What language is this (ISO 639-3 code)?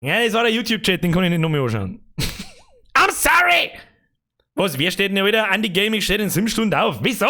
bar